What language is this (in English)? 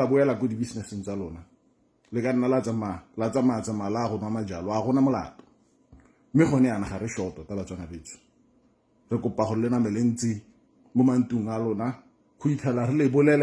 Tswana